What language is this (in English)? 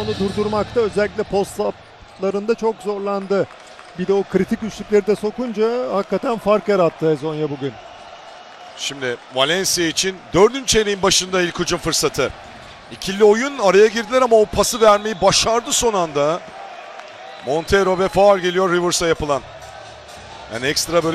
Turkish